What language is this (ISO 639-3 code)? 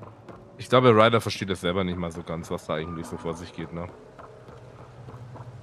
deu